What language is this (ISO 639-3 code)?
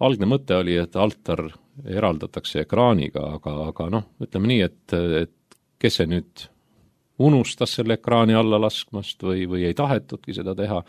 est